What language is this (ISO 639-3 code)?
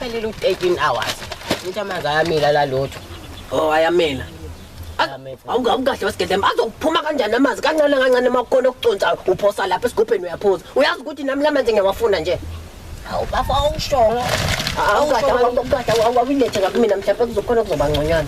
zul